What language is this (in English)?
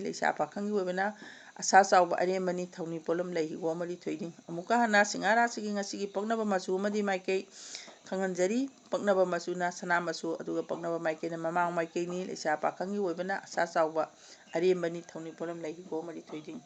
Manipuri